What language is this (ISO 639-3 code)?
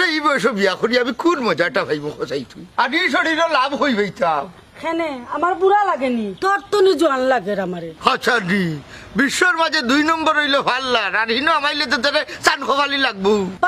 syl